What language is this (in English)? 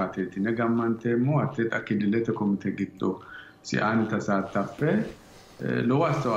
Sidamo